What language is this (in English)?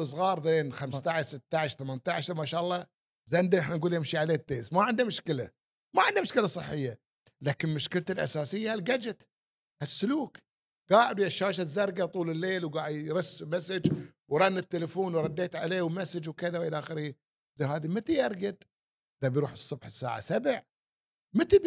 Gulf Arabic